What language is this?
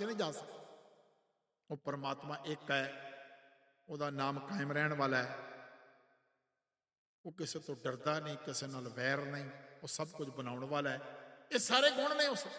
Punjabi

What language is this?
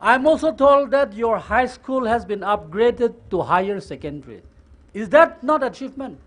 Tangkhul Naga (India)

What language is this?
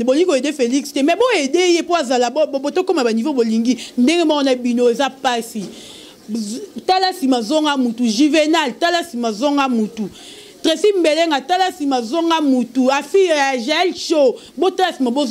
Lingala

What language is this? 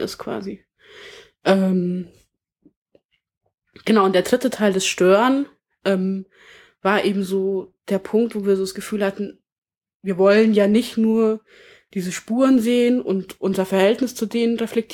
German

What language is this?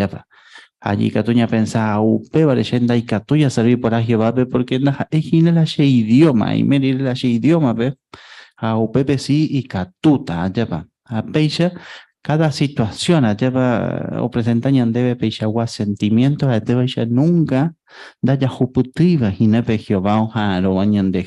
Guarani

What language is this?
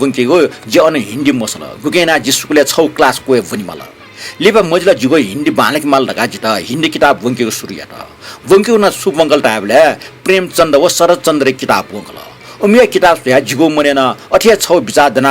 Newari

